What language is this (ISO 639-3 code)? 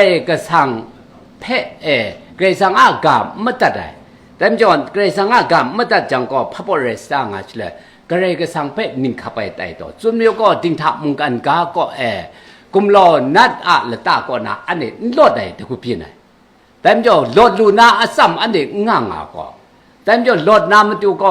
kac